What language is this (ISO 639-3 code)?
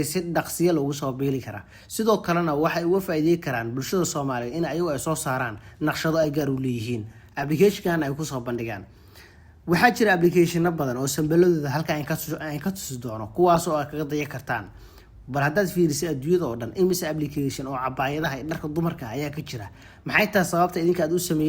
som